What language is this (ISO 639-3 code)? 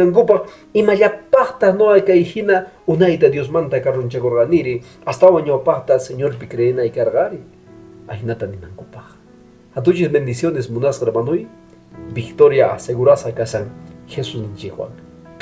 que